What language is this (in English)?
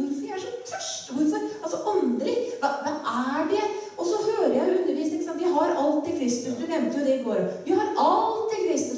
Norwegian